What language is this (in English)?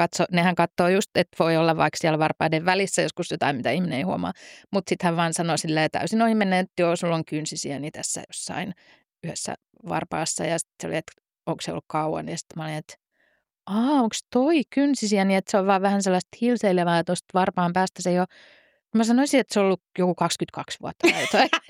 Finnish